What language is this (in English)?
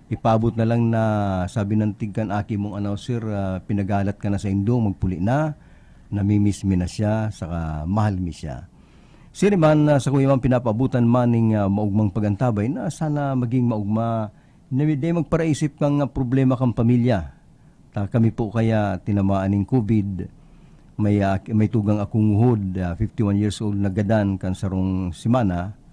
Bikol